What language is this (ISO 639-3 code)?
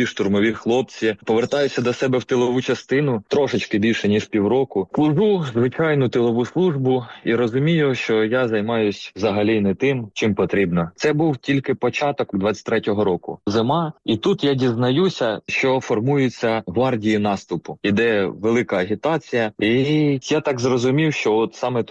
ukr